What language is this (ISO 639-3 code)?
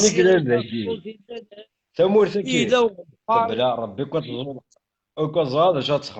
kab